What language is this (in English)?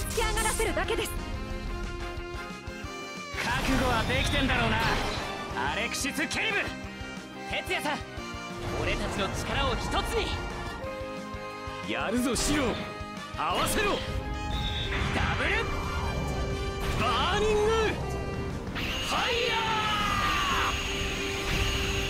Japanese